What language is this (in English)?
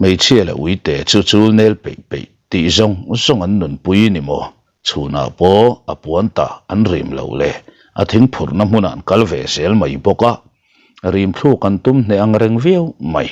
Mizo